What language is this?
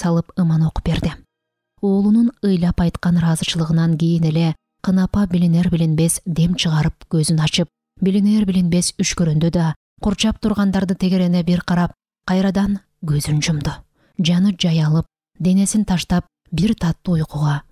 Kyrgyz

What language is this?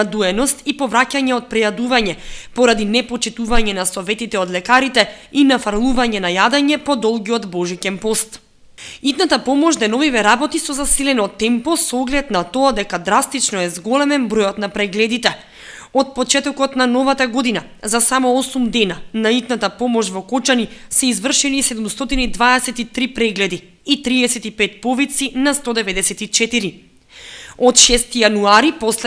Macedonian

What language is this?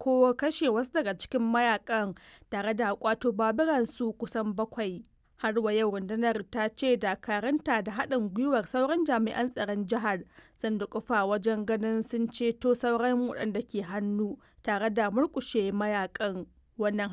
Hausa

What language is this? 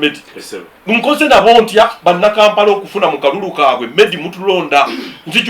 Ganda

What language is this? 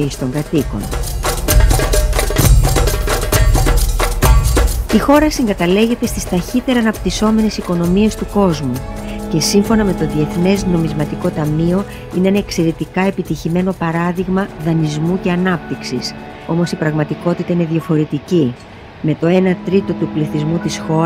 Greek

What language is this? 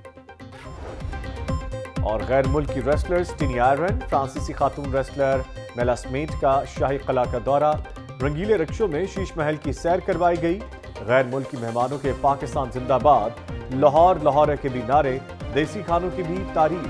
Urdu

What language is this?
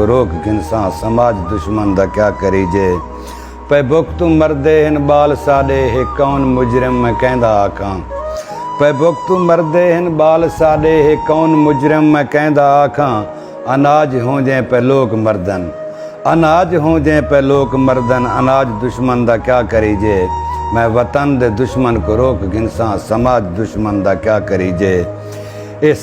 Saraiki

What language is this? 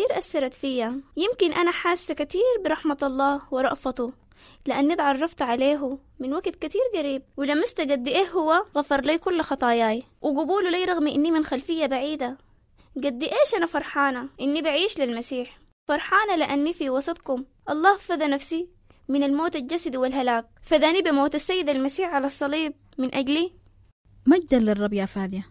Sudanese Arabic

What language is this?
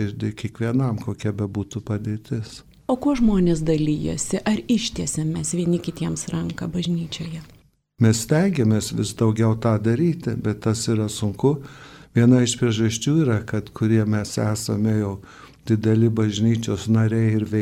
Lithuanian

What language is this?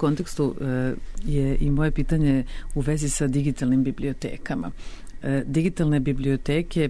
Serbian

